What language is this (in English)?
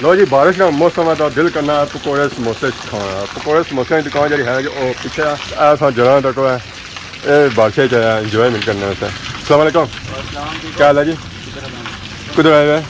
Pahari-Potwari